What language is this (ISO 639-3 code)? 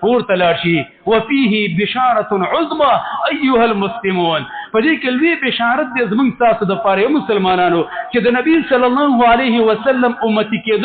pus